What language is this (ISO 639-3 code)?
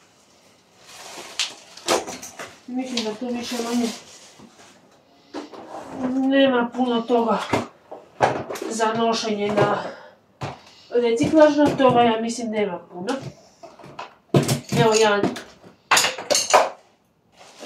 hrv